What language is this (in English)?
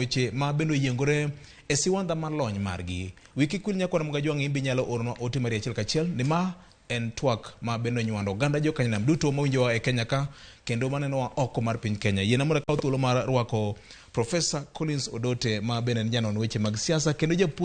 Luo (Kenya and Tanzania)